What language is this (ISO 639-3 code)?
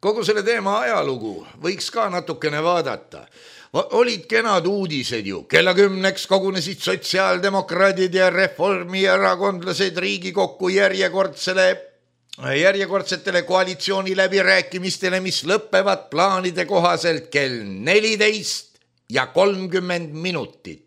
est